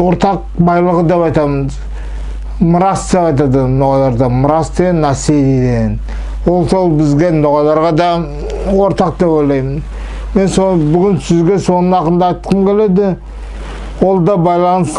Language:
Nogai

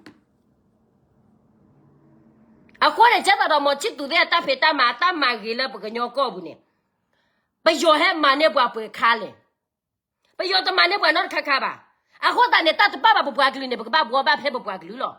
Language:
S'gaw Karen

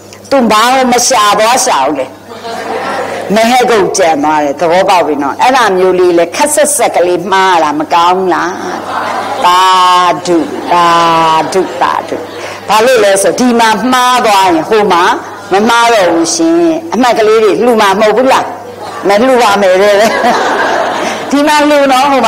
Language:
Burmese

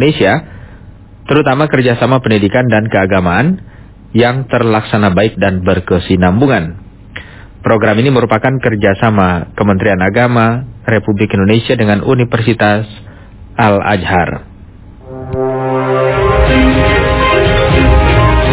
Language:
Indonesian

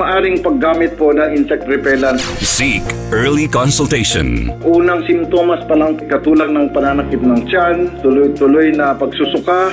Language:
Filipino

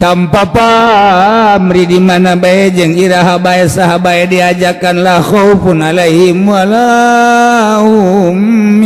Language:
Sundanese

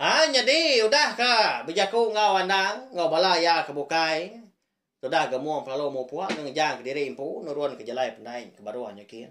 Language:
Iban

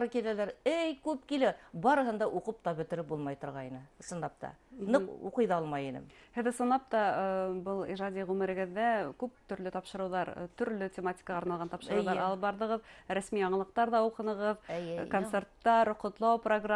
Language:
Bashkir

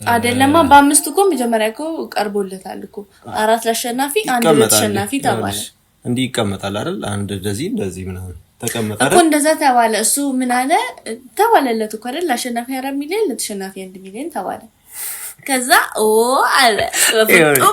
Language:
Amharic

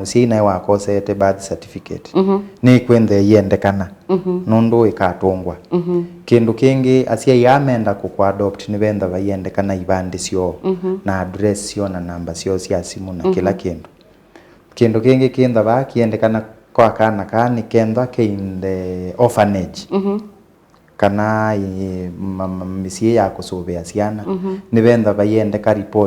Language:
Kamba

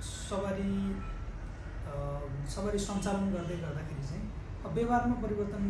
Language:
Nepali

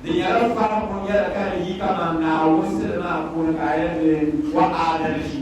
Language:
Dagbani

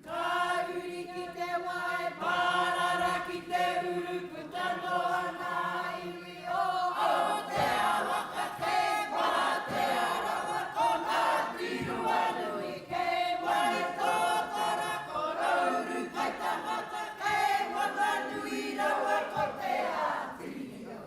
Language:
Māori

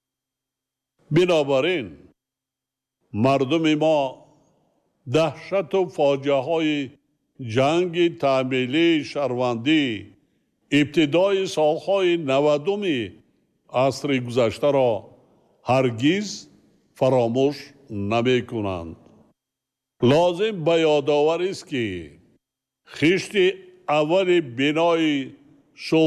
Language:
Tajik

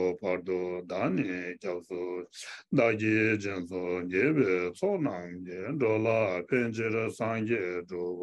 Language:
Tibetan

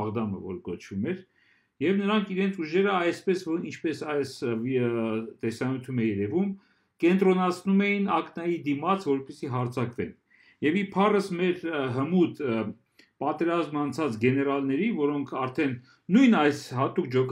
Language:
Armenian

